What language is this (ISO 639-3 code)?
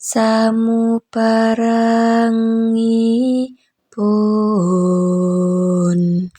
jav